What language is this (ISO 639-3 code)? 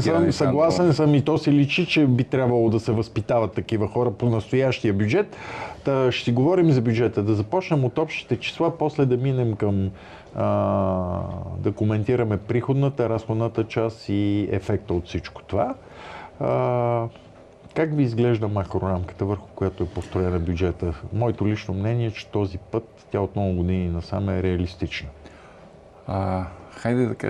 bul